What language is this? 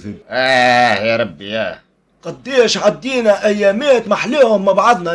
Tunisian Arabic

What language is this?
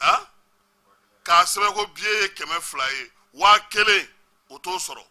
Bambara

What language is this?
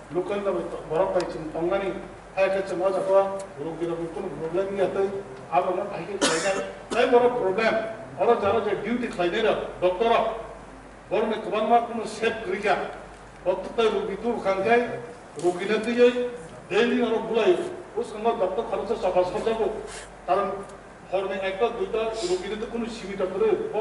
Kok Borok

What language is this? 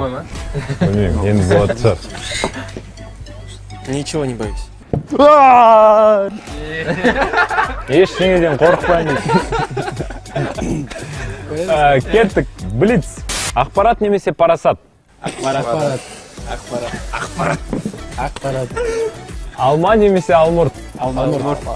Kazakh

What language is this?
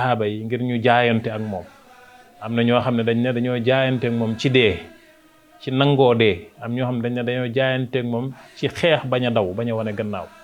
Wolof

